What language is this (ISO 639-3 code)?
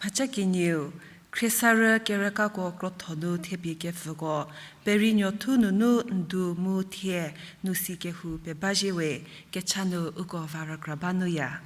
njm